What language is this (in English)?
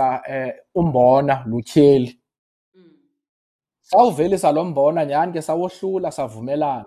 Xhosa